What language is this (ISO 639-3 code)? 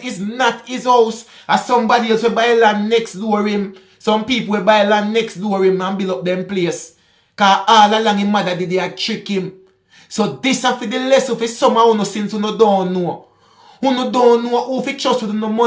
jam